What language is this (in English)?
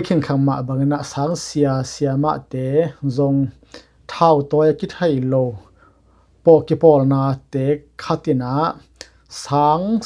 Tedim Chin